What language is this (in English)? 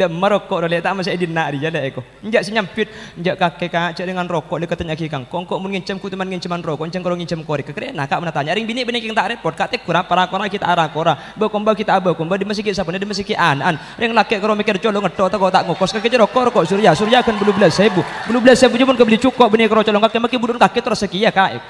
Madurese